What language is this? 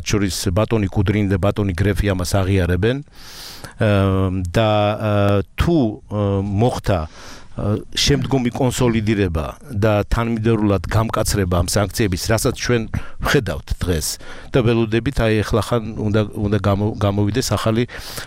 Georgian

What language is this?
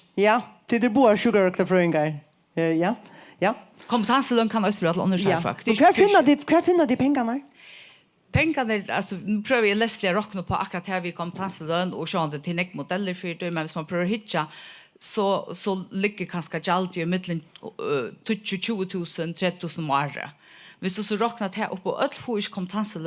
Faroese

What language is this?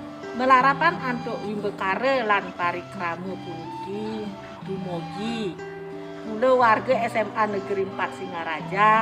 Balinese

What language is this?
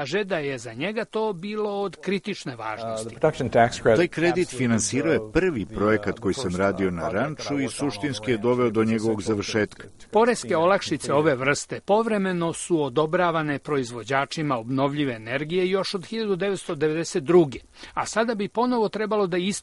Serbian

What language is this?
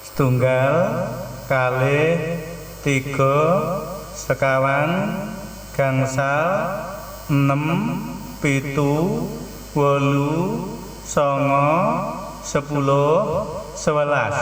Javanese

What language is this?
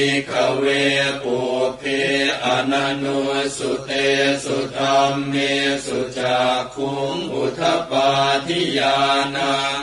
Pali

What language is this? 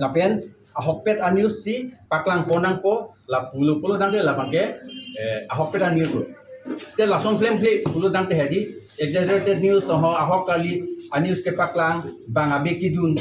Karbi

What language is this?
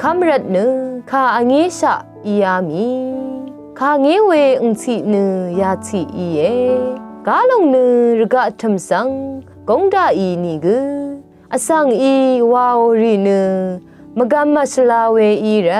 Rawang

